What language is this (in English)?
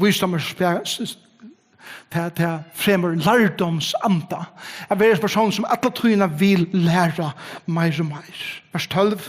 Faroese